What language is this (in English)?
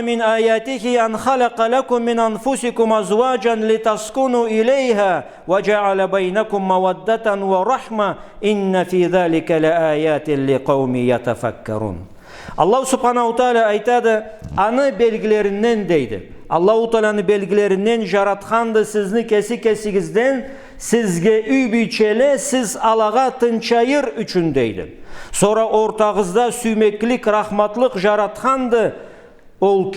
Karachay-Balkar